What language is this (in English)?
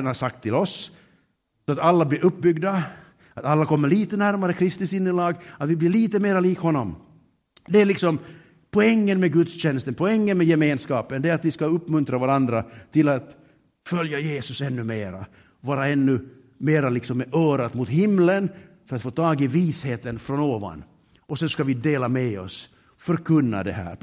Swedish